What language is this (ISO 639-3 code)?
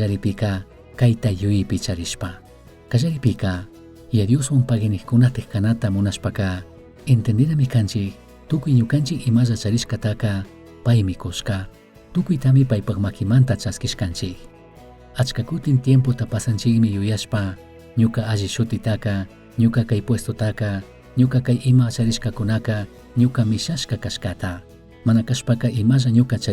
qug